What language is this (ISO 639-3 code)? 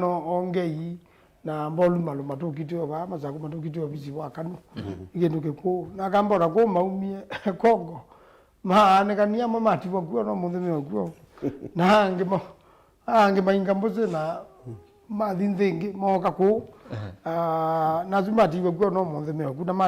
kam